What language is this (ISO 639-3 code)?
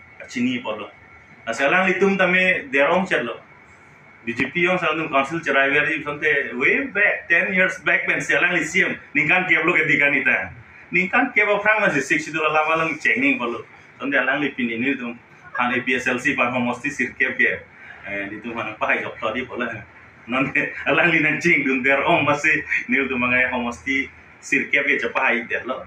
mjw